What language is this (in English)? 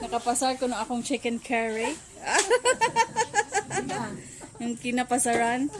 Cebuano